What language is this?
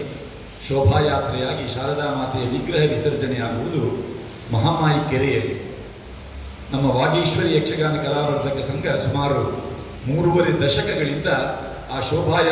Kannada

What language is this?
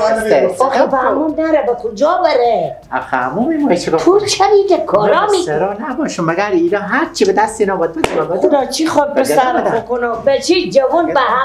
Persian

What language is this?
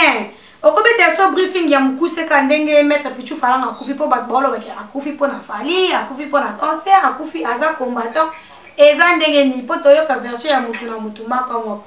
Lingala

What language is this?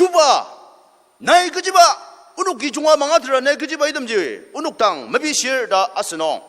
Ao Naga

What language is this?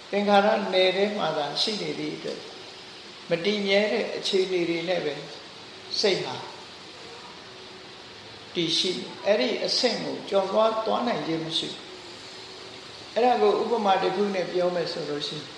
Burmese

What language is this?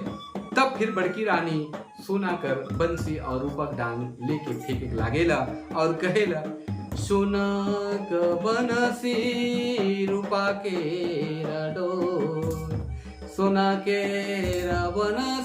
Sadri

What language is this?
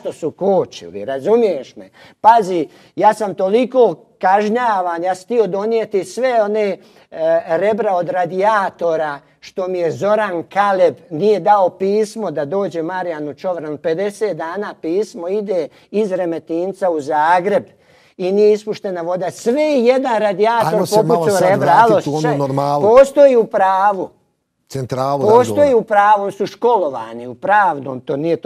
Croatian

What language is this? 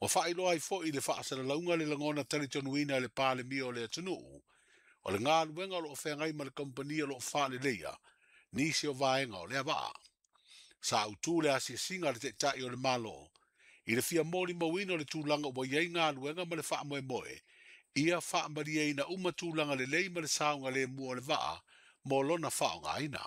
Samoan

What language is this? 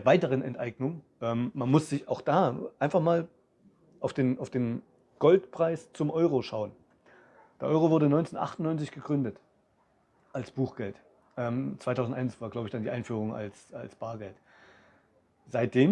German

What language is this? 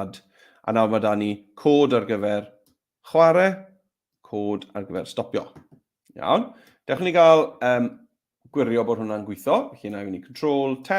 Welsh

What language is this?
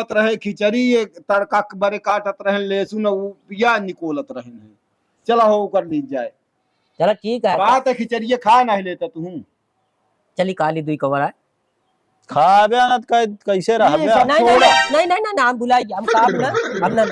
Awadhi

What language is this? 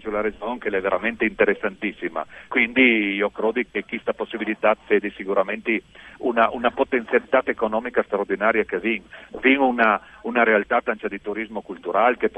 Friulian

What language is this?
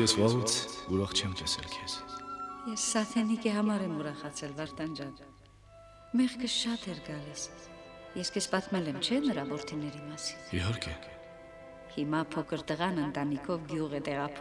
Armenian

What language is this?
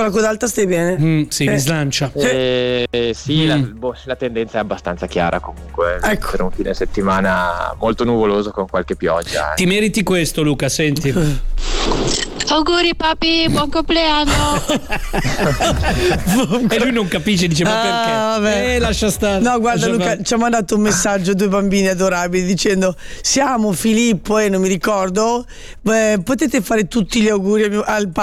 Italian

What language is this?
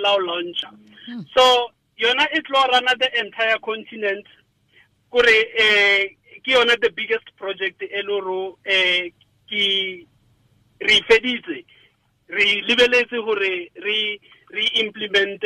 Tswana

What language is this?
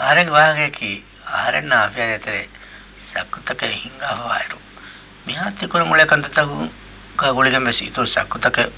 Divehi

